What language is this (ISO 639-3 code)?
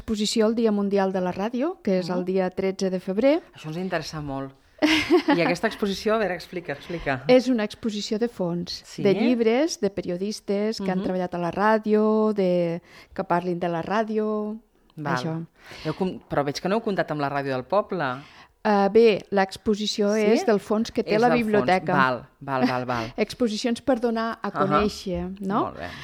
cat